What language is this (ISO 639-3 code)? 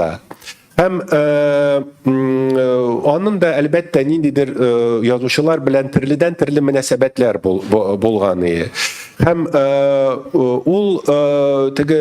tat